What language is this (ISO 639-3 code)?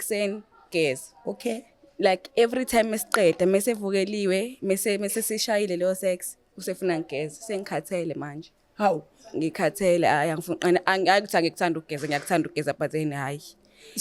zul